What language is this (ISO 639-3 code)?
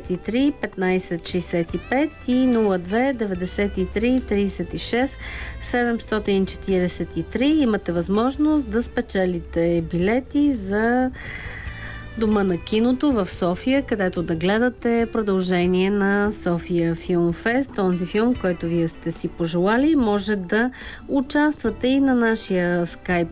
bul